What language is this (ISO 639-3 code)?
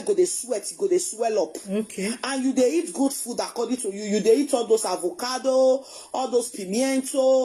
pcm